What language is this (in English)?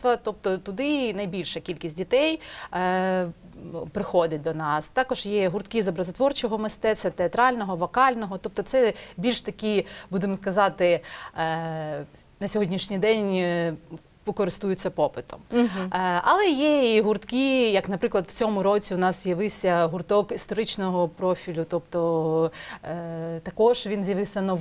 Ukrainian